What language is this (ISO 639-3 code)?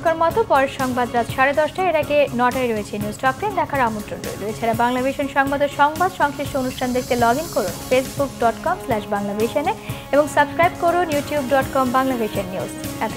ben